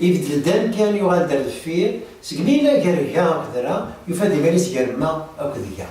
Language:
Kabyle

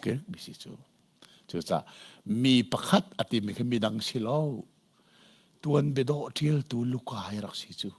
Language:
Hakha Chin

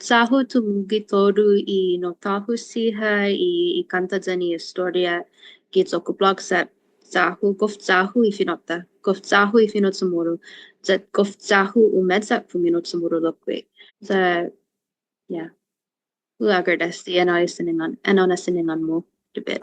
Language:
Chamorro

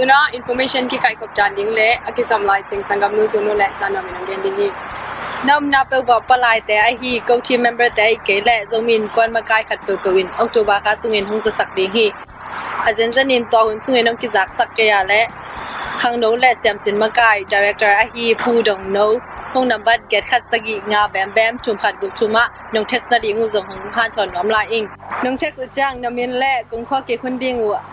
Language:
Tedim Chin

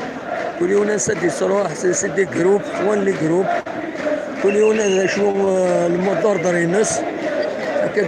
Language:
Kabyle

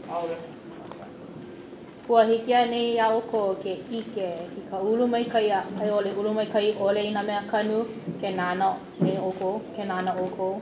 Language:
Hawaiian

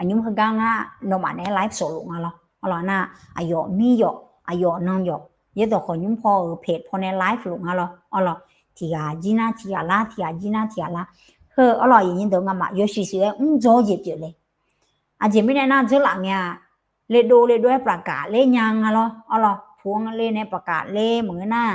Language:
Akha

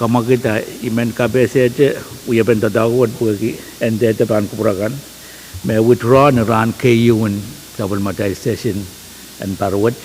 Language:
Pohnpeian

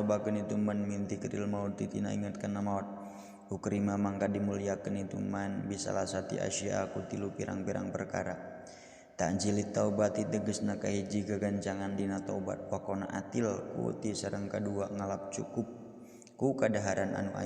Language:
Sundanese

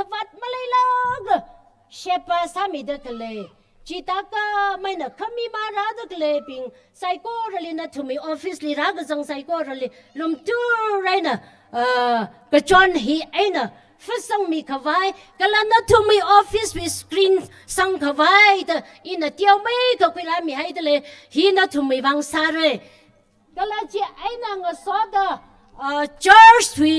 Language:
Tangkhul Naga (India)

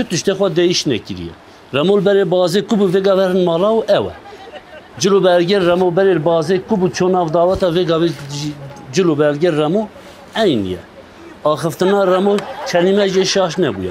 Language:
Kurdish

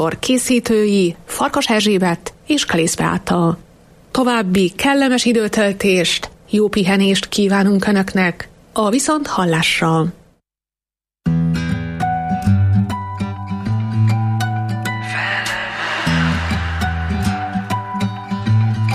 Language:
Hungarian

